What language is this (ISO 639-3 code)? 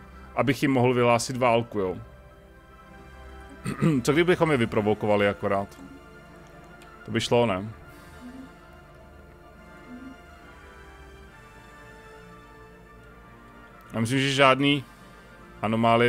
ces